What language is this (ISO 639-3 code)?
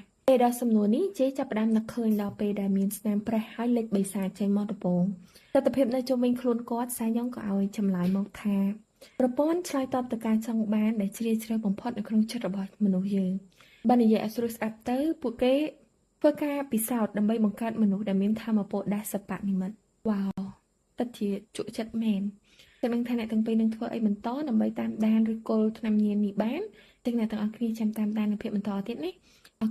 khm